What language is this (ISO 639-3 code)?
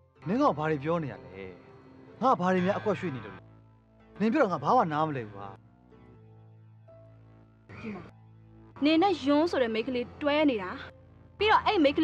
mya